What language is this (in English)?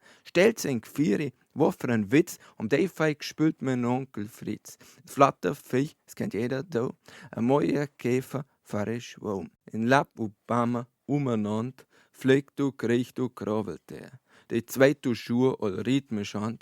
Bavarian